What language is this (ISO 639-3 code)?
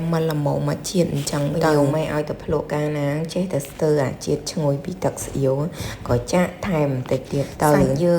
khm